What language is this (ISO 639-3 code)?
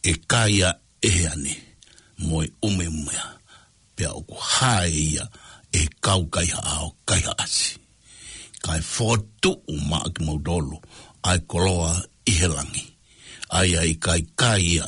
ton